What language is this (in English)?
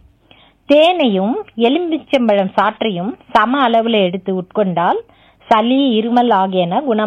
Tamil